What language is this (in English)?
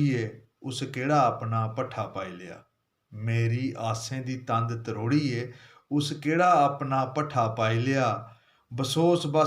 Dogri